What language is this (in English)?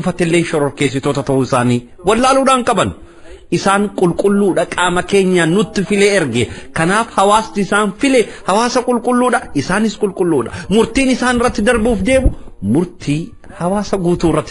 Oromo